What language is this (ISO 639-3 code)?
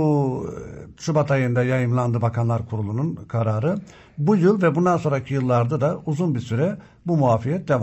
tur